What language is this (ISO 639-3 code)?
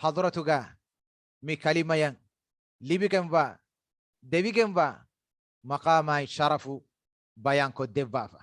div